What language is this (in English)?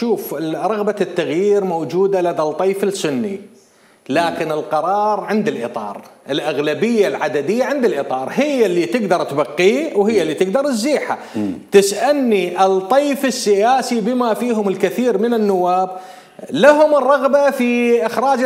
Mesopotamian Arabic